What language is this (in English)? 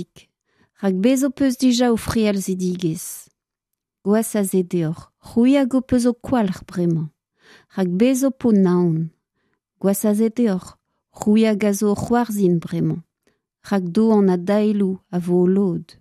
Breton